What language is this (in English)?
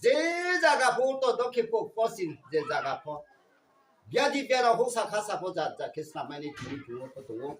Riang (India)